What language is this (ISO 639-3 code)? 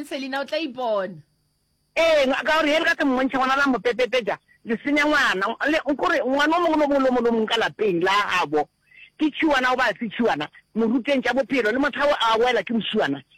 nso